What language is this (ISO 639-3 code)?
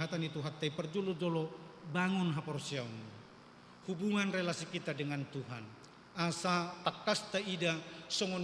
bbc